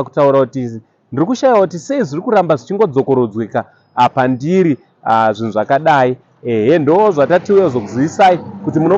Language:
Shona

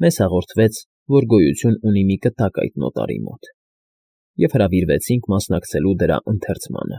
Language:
Armenian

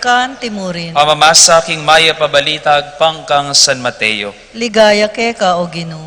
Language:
Pampanga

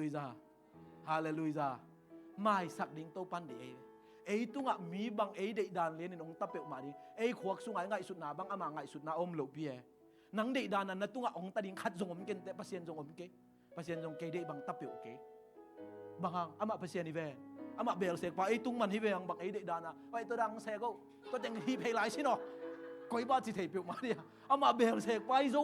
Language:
Tedim Chin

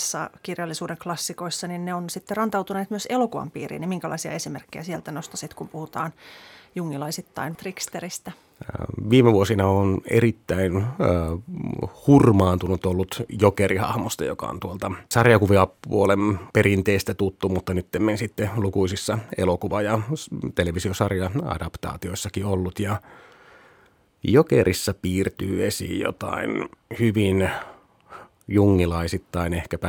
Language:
Finnish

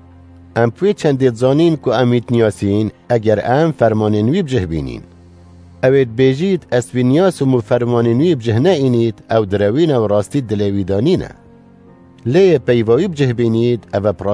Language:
Kurdish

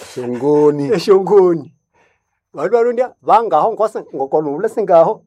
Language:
Nande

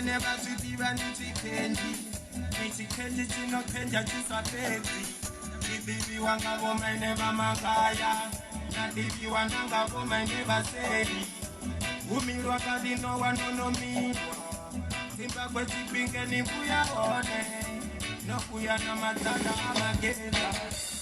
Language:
Venda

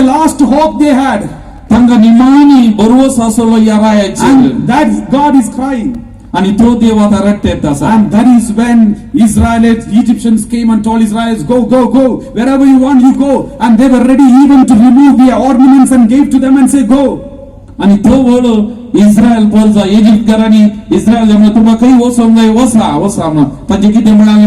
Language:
Konkani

